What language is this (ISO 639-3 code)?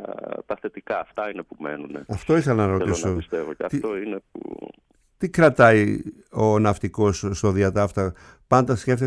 ell